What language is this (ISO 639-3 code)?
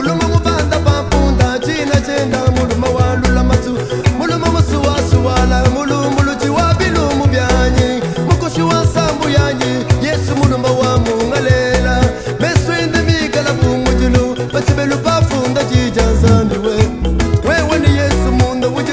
lua